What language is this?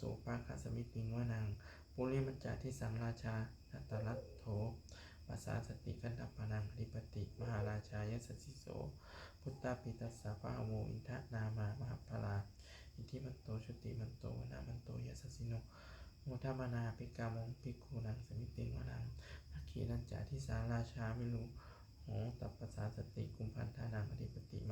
Pali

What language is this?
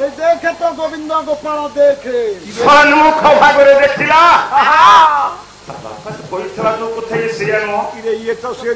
Odia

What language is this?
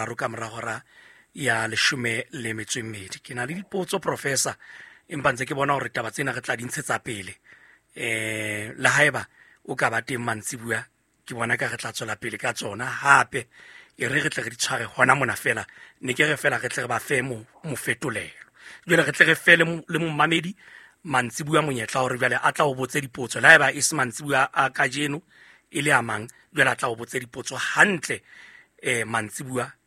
Southern Sotho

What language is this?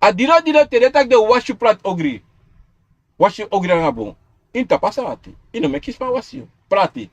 Sranan Tongo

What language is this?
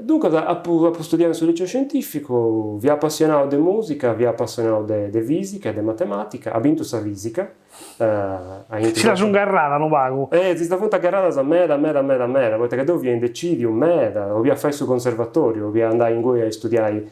Sardinian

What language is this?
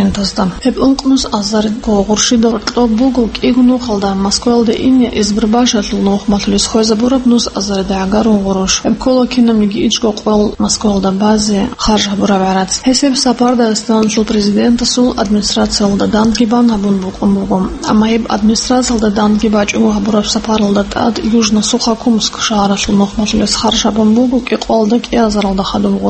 Avaric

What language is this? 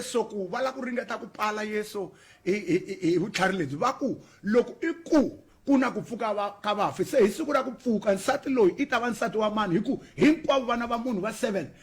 Tsonga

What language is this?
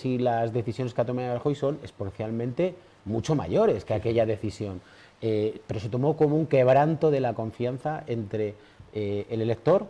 Spanish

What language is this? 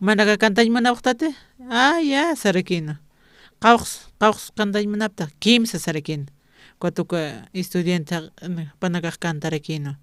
Aymara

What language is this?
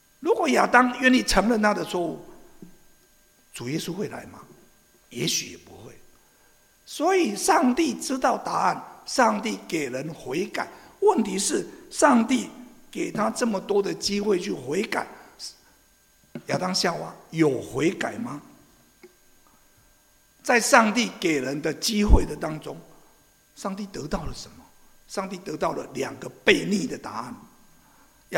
Chinese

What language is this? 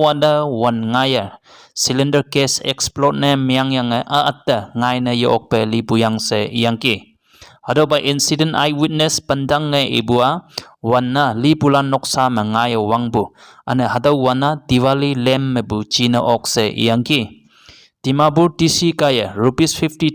Konyak Naga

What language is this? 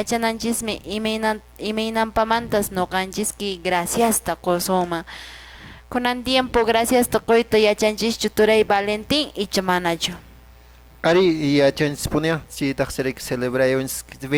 Quechua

